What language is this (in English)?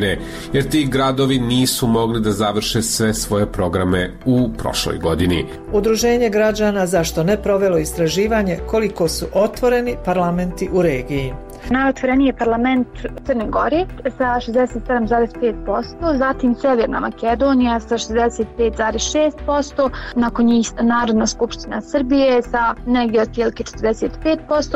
Bosnian